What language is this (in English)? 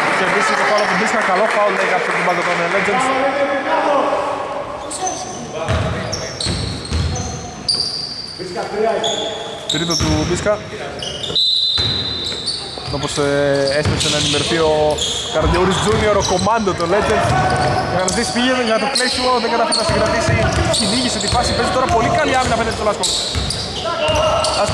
Greek